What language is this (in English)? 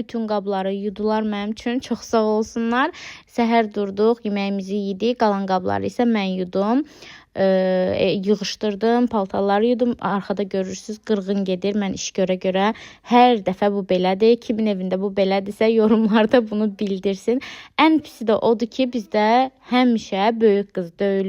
Azerbaijani